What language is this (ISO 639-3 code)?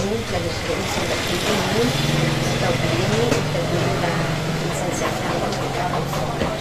cfm